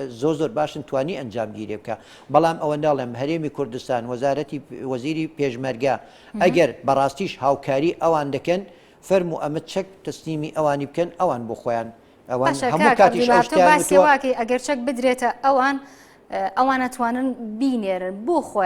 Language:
Central Kurdish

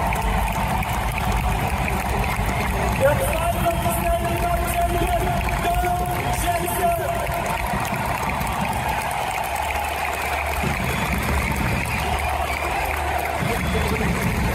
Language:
German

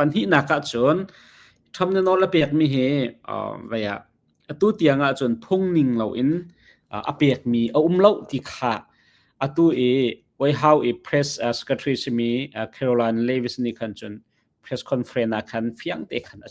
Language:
Hakha Chin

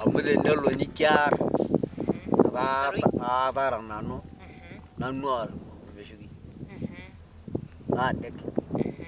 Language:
Masai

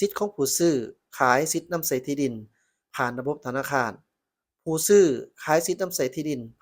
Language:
Lao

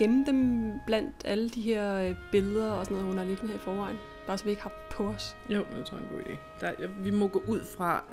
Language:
Danish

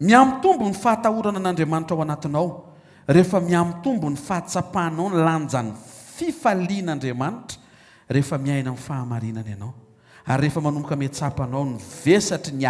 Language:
Malagasy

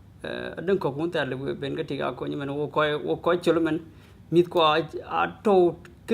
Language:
Dinka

